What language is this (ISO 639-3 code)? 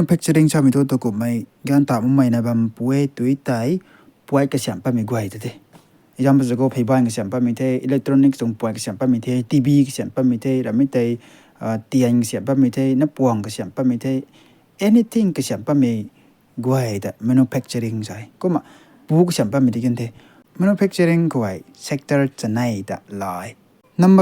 nbu